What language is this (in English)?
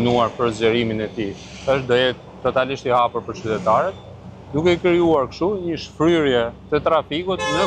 Albanian